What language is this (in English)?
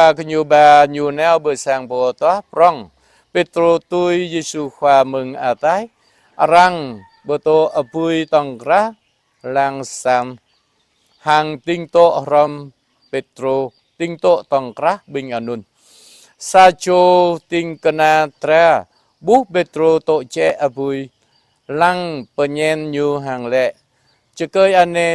Jarai